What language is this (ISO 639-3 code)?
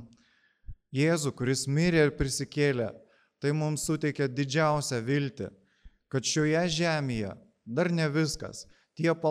lit